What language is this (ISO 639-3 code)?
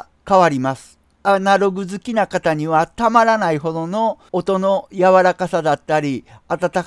jpn